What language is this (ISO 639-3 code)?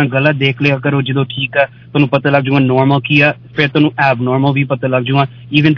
pan